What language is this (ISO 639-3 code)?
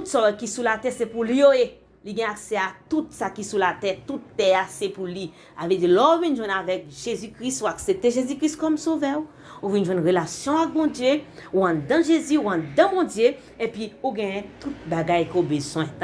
hat